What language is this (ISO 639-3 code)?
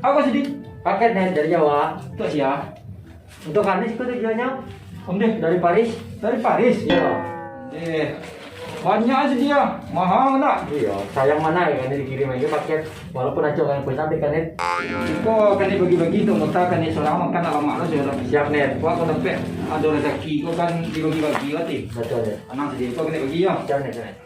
min